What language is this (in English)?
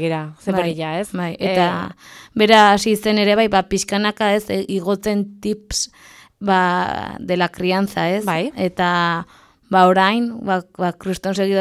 Basque